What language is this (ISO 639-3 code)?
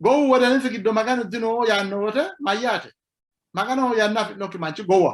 sid